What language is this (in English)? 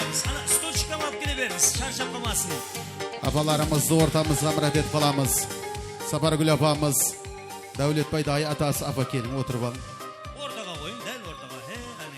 Kara-Kalpak